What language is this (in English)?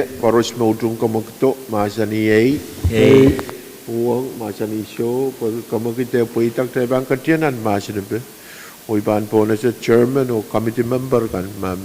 Pohnpeian